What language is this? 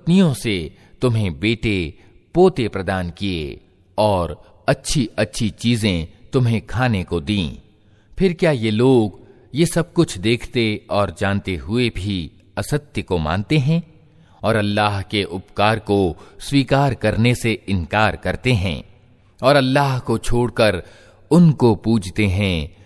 Hindi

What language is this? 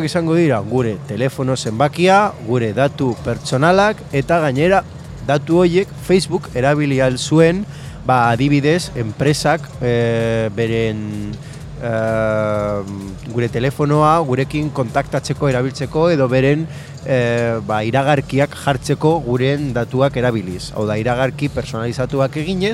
Basque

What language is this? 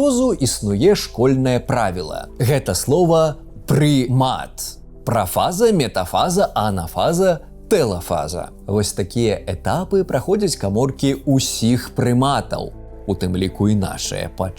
Belarusian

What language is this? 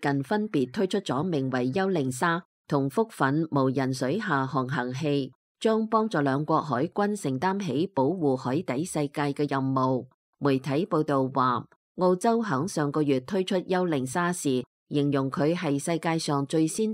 Cantonese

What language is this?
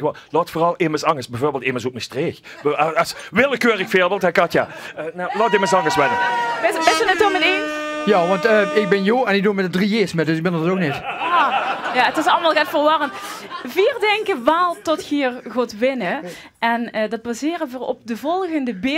Limburgish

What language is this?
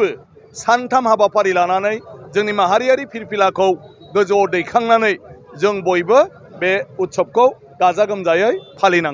Bodo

